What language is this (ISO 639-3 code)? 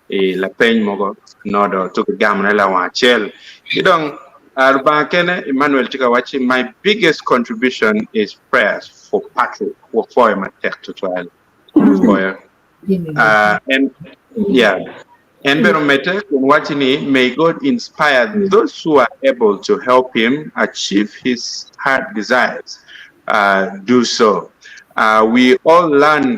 ach